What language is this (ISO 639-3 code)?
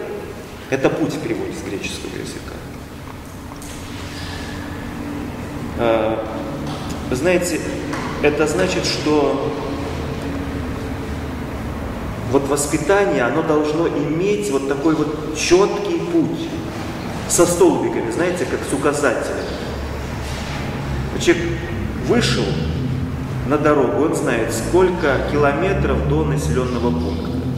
rus